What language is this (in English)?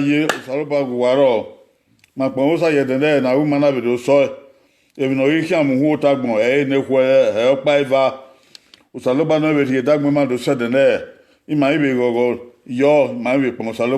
Bini